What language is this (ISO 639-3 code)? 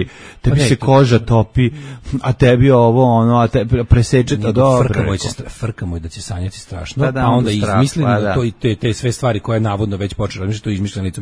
srp